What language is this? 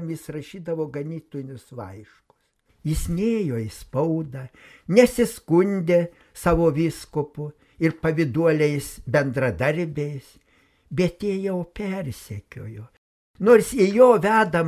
Lithuanian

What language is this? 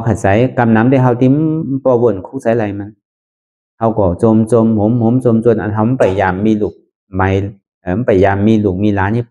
Shan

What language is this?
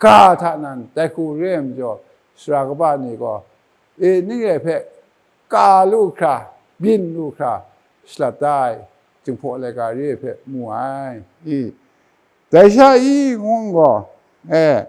Kachin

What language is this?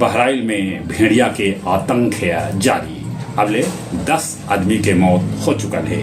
Magahi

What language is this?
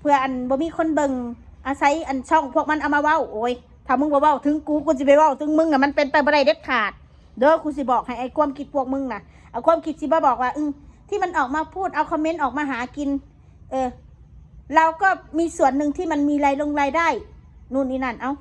Northeastern Thai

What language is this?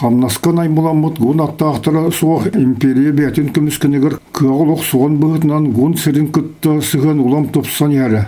Yakut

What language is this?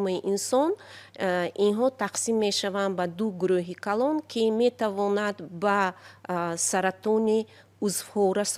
Tajik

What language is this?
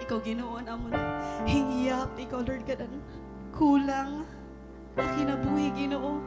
Waray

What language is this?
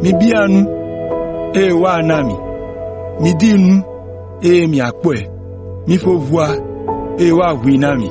Ewe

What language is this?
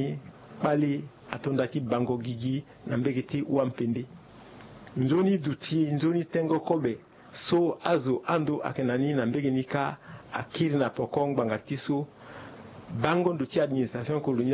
Sango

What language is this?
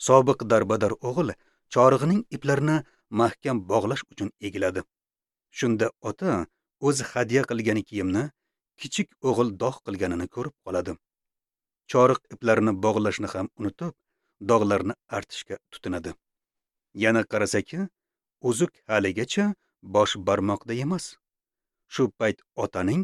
Uzbek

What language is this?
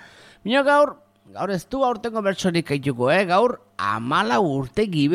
Basque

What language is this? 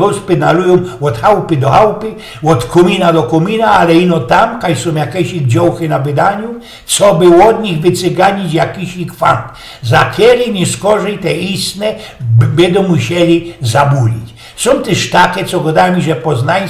Silesian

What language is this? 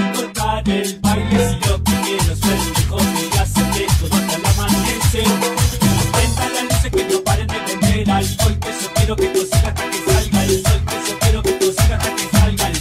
Spanish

